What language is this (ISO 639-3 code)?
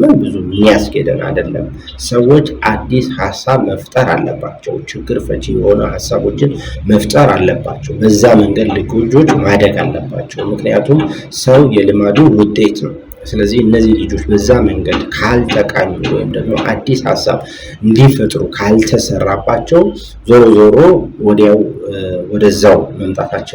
amh